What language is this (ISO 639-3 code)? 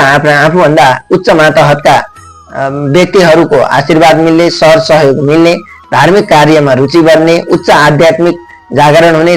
nep